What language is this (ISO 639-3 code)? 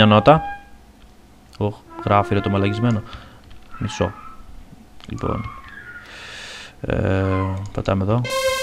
ell